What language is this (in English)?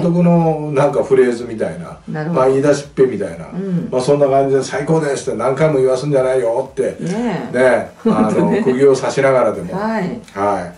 Japanese